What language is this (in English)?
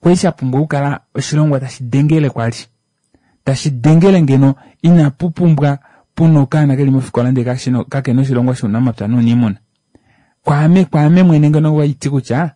Kuanyama